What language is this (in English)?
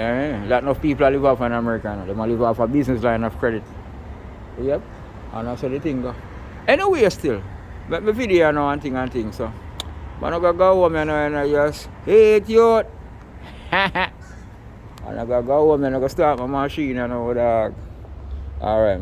Jamaican Creole English